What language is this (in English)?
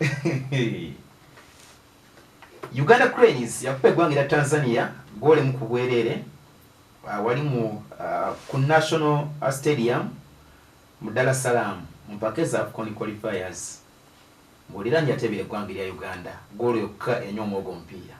Ganda